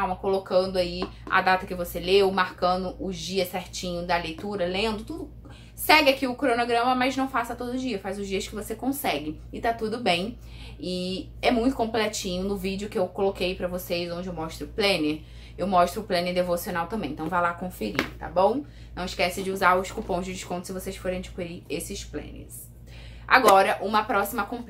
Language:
Portuguese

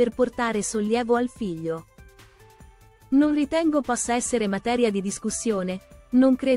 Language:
Italian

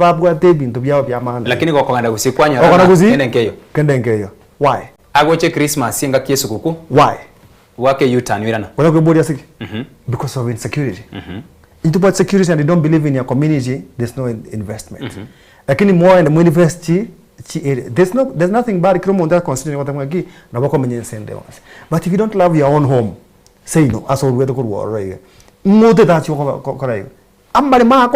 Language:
Gusii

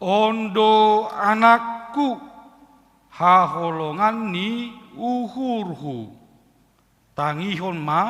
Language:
Batak Simalungun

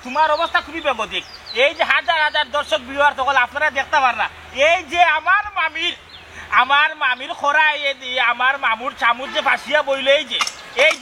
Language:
Sylheti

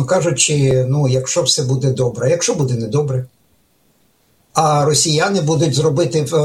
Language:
Ukrainian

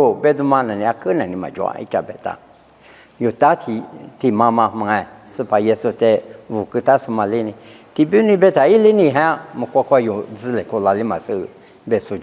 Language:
Lisu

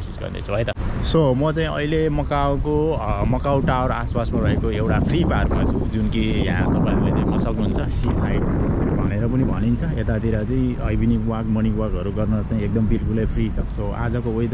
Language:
Nepali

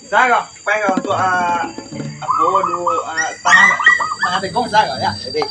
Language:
Minangkabau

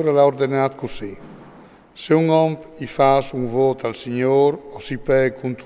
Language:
Friulian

